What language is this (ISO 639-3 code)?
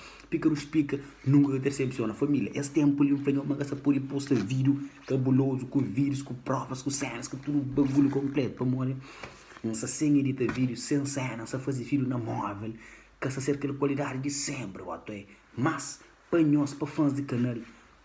kea